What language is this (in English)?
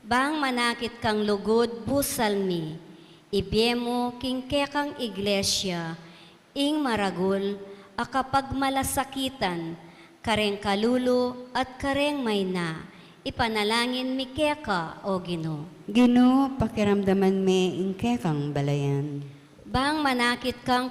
Pampanga